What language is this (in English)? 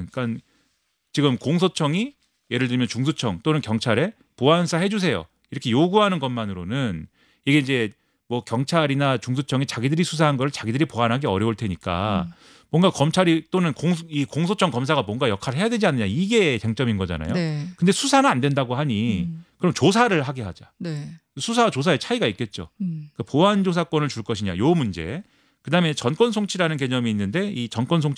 Korean